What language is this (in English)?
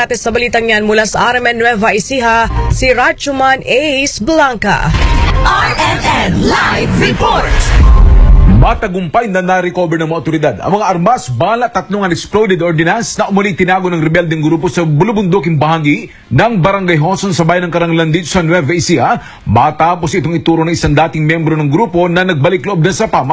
Filipino